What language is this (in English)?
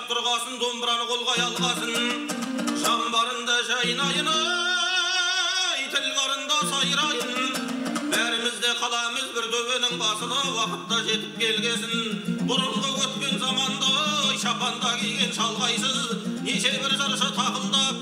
Kazakh